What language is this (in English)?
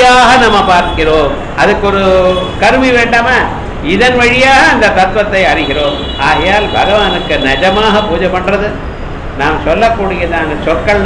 Tamil